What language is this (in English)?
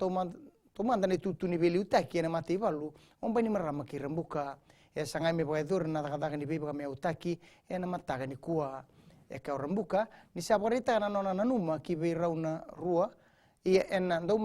Fijian